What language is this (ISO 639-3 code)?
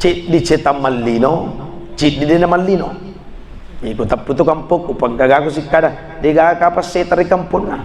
bug